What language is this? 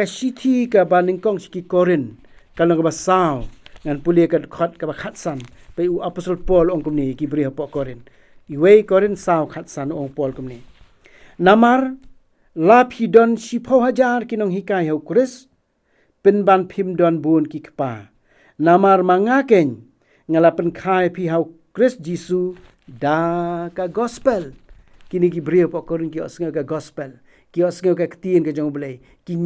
Khasi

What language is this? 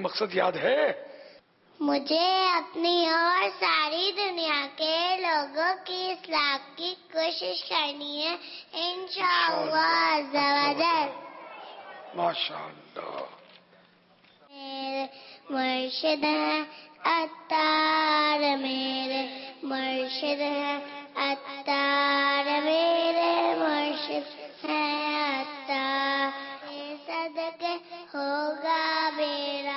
Urdu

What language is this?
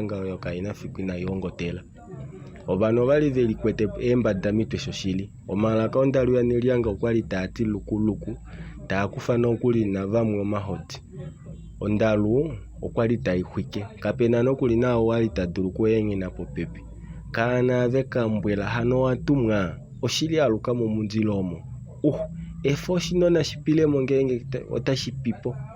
Kuanyama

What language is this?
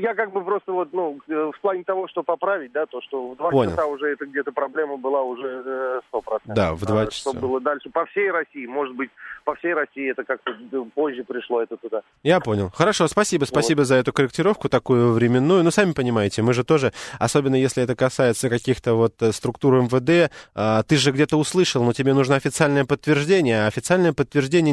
Russian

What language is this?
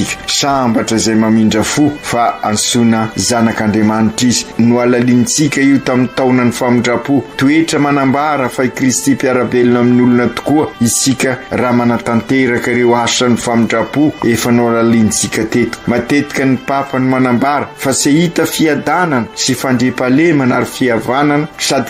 Malagasy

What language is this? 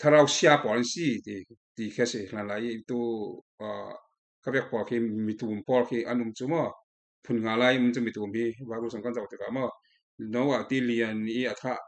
Falam Chin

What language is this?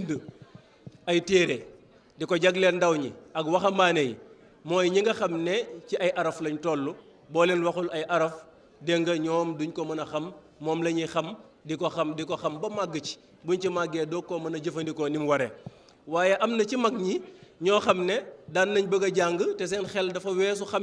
Wolof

